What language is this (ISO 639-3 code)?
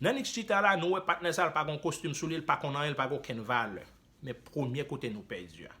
hat